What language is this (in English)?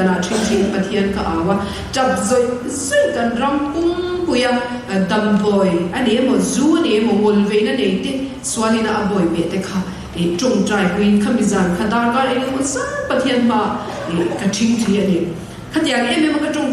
Mizo